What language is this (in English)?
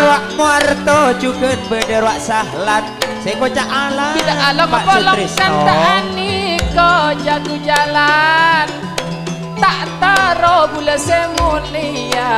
Madurese